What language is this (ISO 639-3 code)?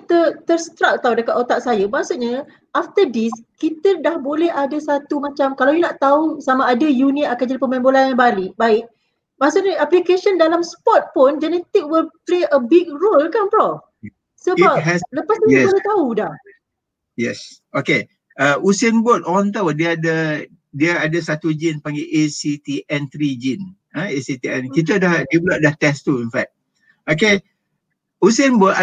msa